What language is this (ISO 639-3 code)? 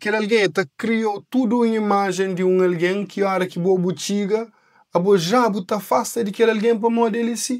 kea